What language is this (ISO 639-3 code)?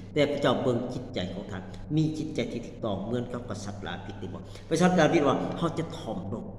lao